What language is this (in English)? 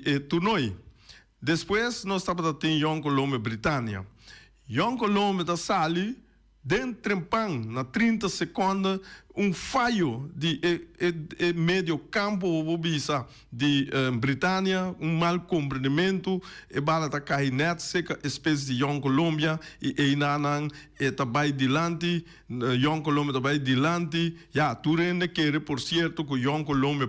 Papiamento